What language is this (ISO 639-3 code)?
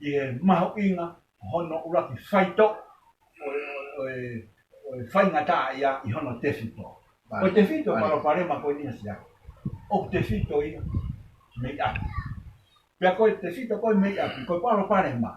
ton